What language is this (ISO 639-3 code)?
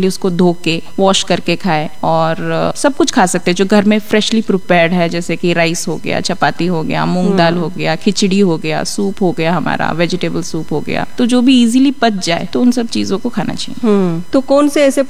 hin